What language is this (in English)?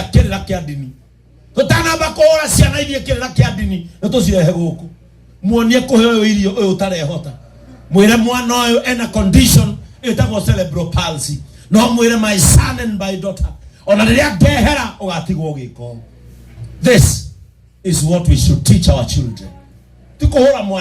Kikuyu